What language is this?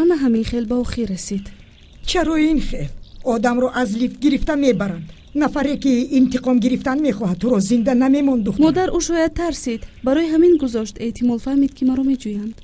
Tajik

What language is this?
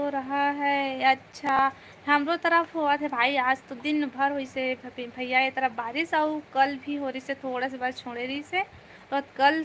Chhattisgarhi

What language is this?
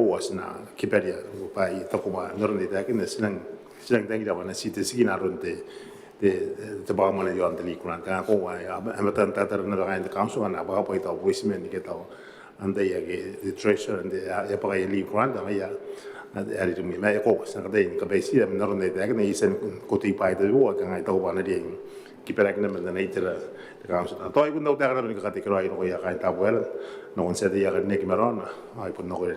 Gilbertese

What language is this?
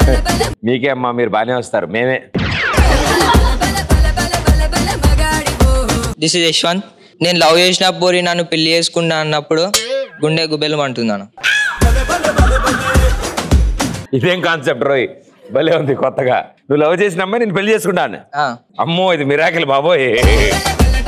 Telugu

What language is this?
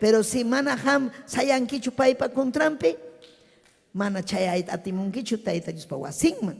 Ayacucho Quechua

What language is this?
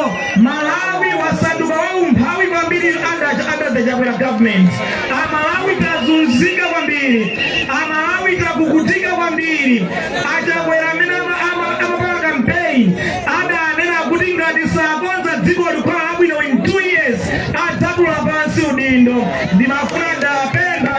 Nyanja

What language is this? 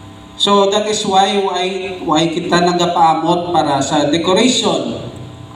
Hiligaynon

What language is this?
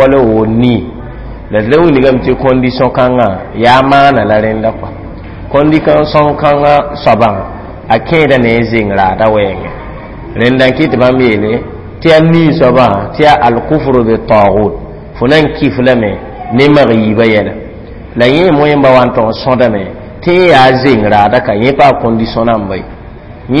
Mossi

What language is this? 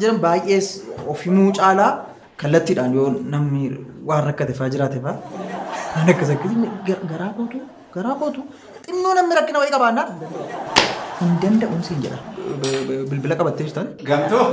Oromo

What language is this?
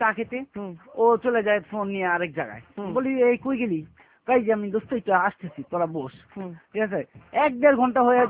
Bangla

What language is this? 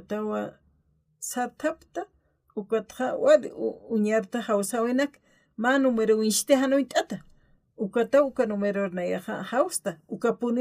Aymara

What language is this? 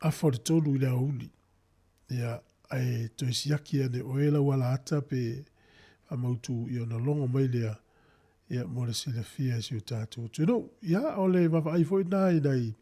Samoan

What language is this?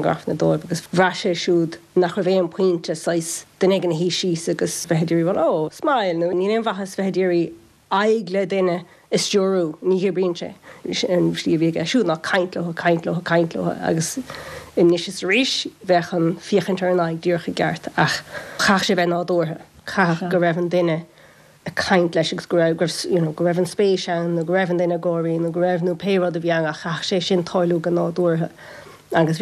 Irish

